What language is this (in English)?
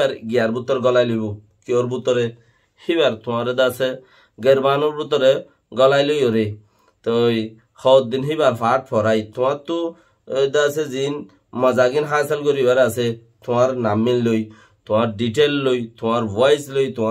Rohingya